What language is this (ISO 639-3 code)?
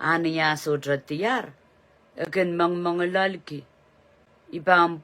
pon